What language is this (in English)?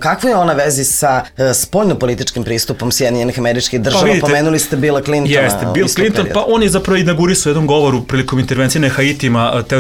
Serbian